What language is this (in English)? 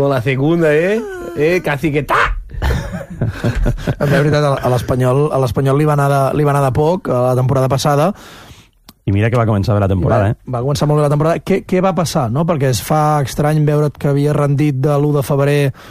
Catalan